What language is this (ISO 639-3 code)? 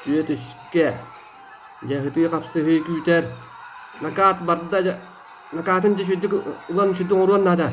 sah